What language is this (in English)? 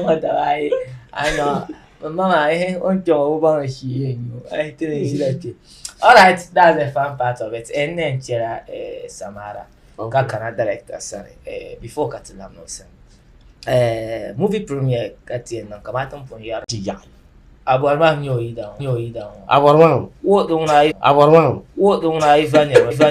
Dagbani